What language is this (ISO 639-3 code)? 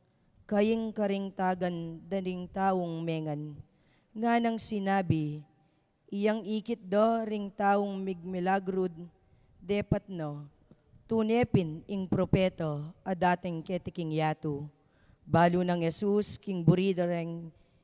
pam